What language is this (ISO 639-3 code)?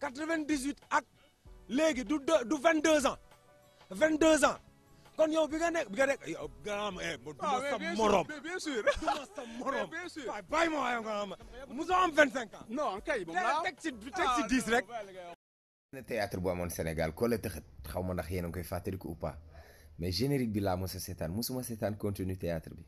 wol